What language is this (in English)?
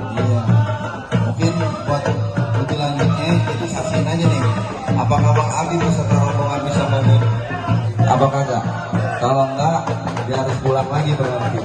Betawi